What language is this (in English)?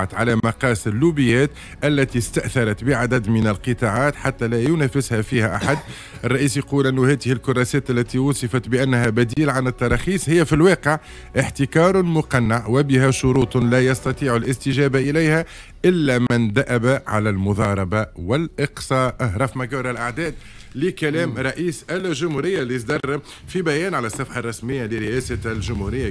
Tunisian Arabic